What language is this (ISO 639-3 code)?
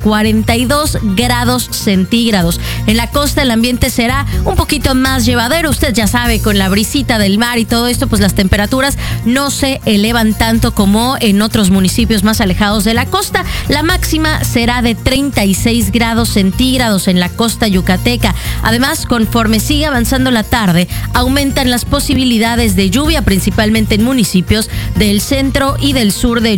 spa